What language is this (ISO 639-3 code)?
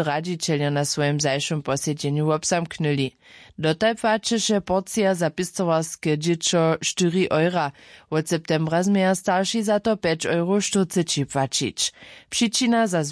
hsb